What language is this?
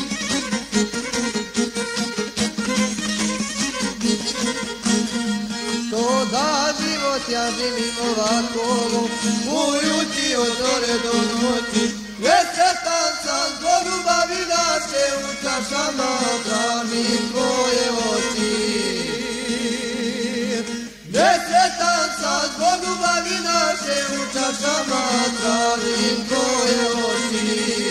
Croatian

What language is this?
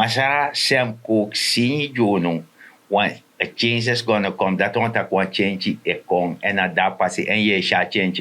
Sranan Tongo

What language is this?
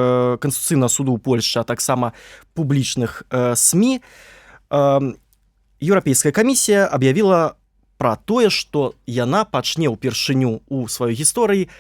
Belarusian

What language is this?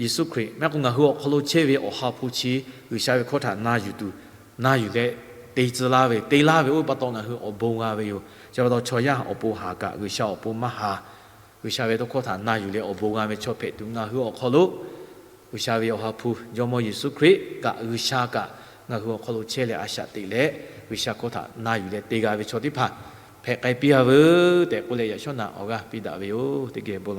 Lahu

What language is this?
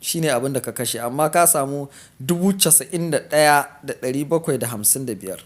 Hausa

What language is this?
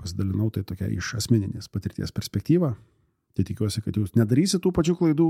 Lithuanian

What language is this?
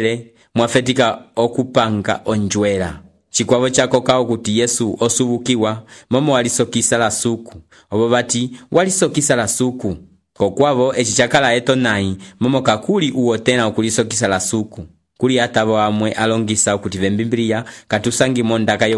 Umbundu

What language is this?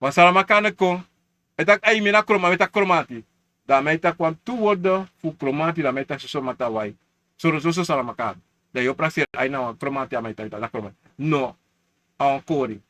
Sranan Tongo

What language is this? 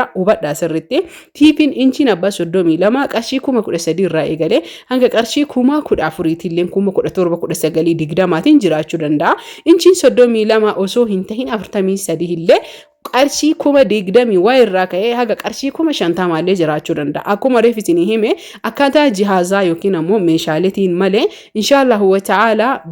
Oromo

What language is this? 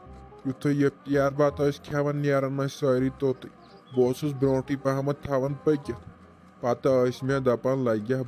Kashmiri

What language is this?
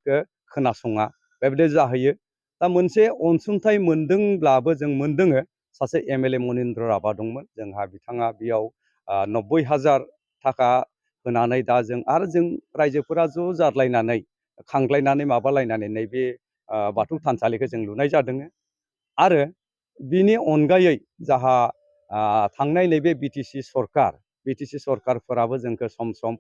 Bodo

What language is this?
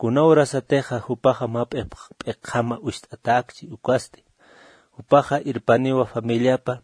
Aymara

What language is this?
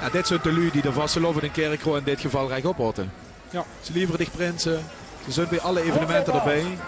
Limburgish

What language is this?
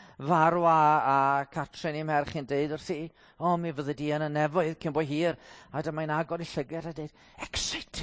Welsh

